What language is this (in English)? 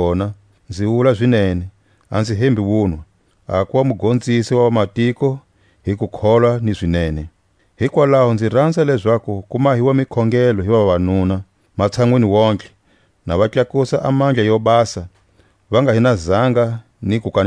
Tswa